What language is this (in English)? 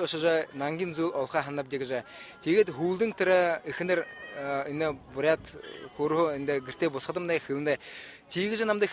Buriat